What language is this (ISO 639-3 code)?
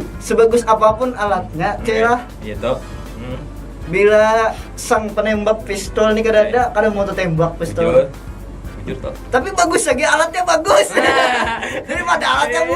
bjn